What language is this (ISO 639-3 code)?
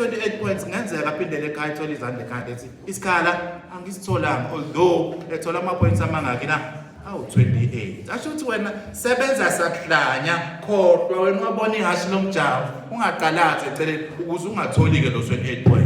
zul